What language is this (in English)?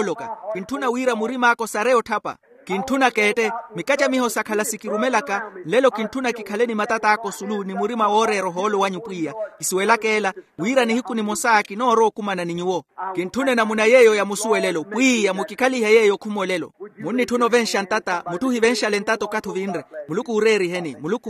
Makhuwa